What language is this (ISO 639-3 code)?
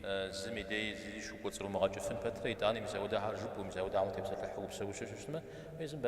kbd